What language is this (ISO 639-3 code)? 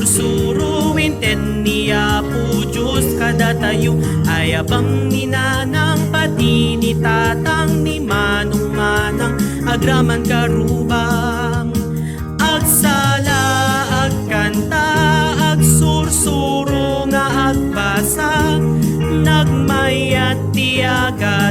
ilo